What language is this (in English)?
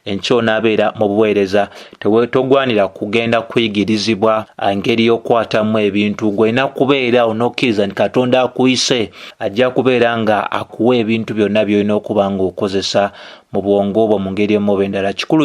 Ganda